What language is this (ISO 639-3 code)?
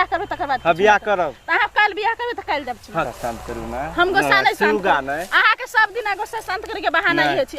mai